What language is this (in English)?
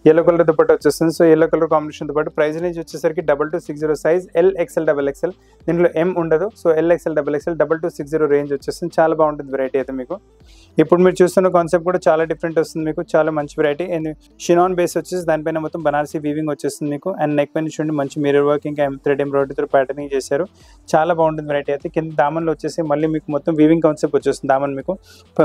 Telugu